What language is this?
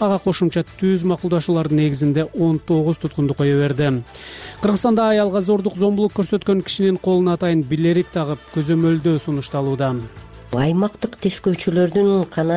Kyrgyz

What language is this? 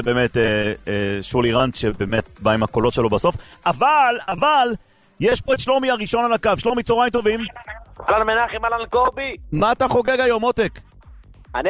Hebrew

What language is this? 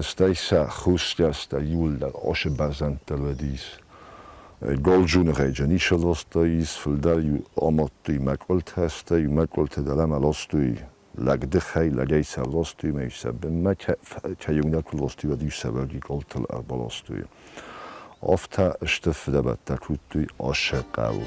Ossetic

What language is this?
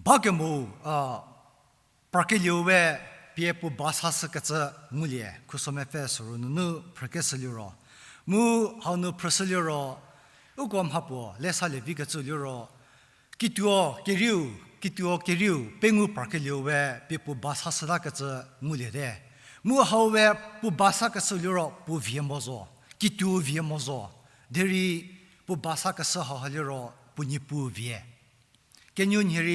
Angami Naga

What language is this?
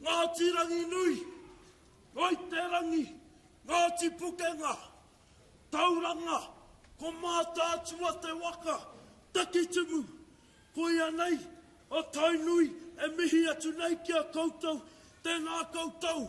Māori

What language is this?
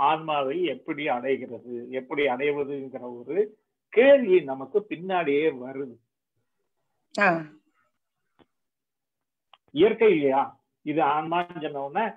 Tamil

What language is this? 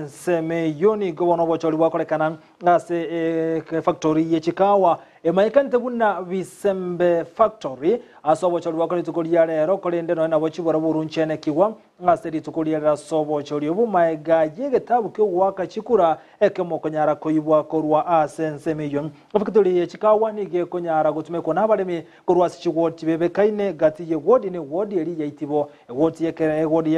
Gusii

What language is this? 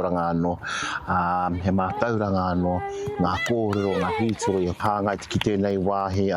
Māori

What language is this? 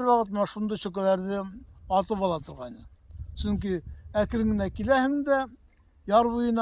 Bashkir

